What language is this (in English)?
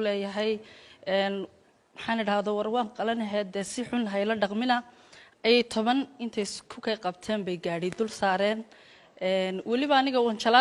Somali